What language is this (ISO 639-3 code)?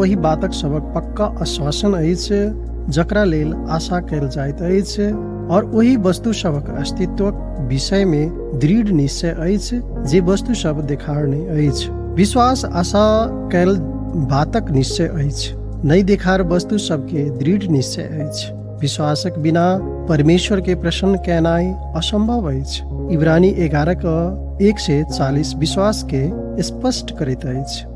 mai